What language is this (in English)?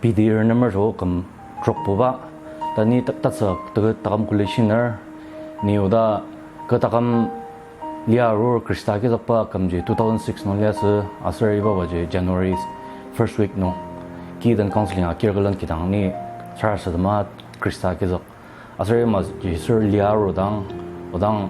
Ao Naga